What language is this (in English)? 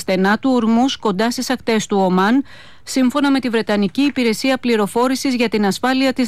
Greek